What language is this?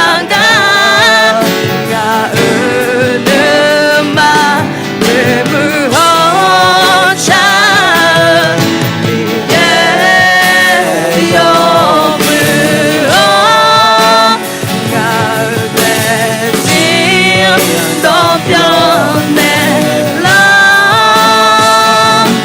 Akha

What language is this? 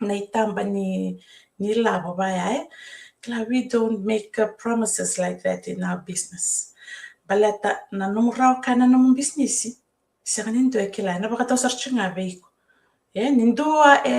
Fijian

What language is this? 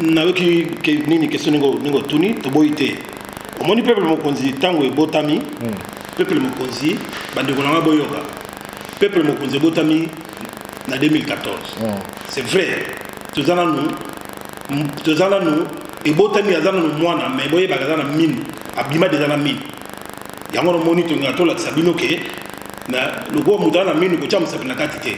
Lingala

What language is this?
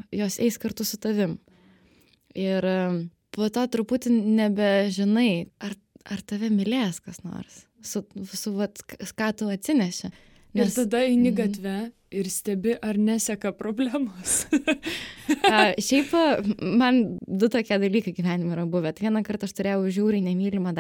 Lithuanian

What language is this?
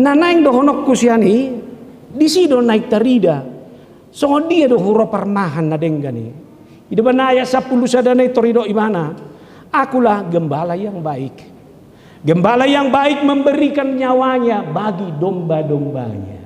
Batak Toba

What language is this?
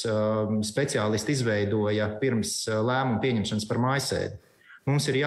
Latvian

